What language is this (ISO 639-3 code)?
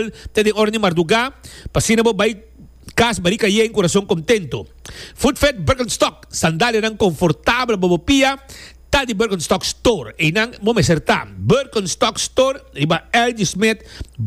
pap